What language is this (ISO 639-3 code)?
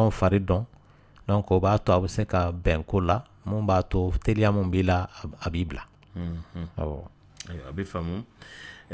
dyu